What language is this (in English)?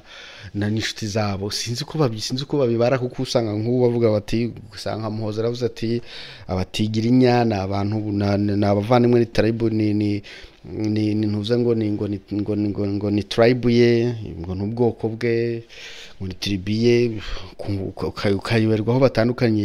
Kinyarwanda